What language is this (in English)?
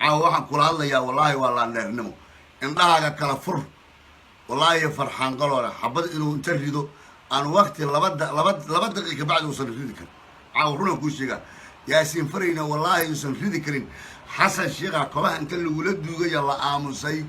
Somali